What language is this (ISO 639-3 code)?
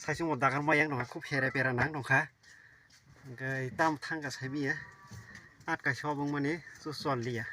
trp